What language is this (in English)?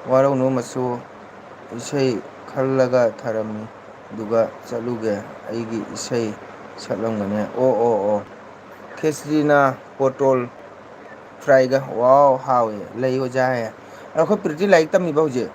Manipuri